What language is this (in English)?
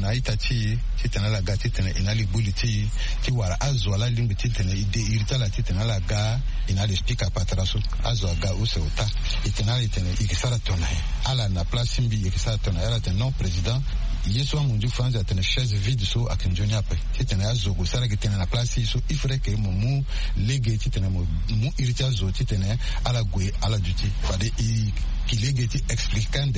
Sango